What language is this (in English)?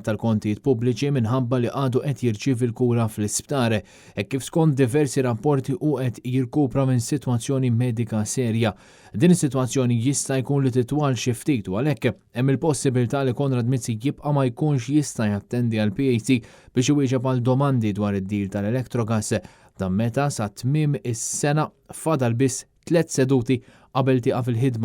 Maltese